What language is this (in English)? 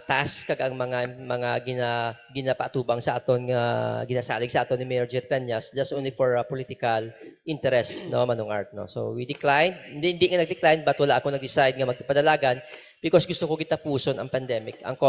Hiligaynon